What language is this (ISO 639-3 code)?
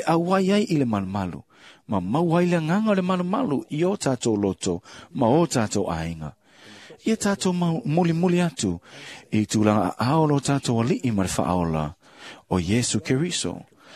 smo